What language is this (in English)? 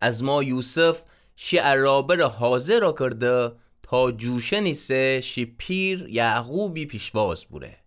Gilaki